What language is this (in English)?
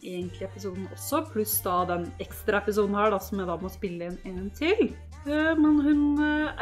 Norwegian